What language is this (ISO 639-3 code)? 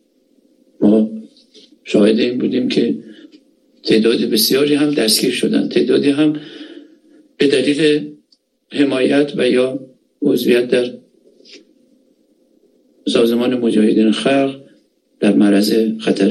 fas